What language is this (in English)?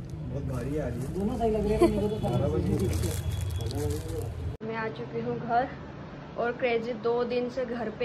Hindi